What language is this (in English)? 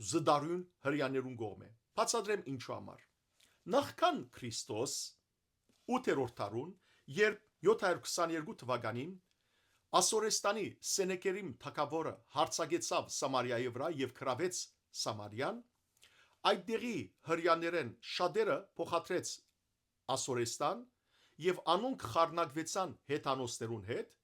Western Armenian